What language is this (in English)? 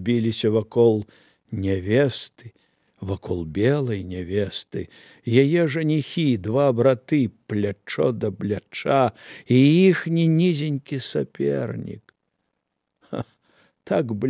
Belarusian